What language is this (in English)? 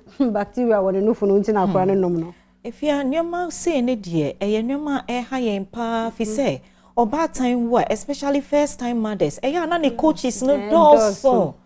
Akan